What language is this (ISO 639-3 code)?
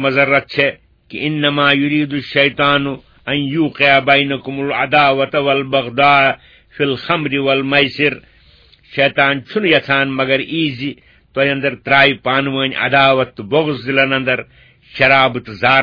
kas